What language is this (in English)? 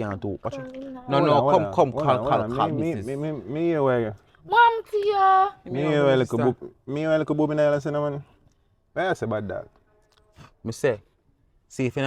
Jamaican Creole English